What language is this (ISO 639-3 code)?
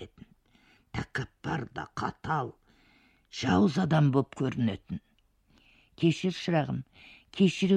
kaz